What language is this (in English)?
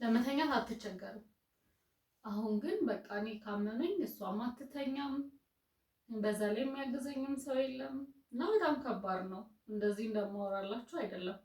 Amharic